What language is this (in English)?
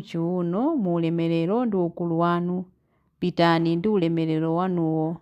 Nyanja